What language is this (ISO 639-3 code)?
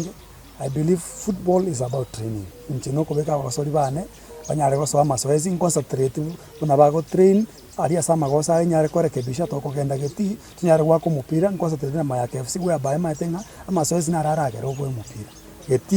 guz